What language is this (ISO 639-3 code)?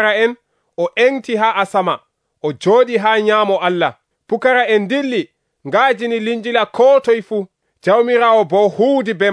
fuv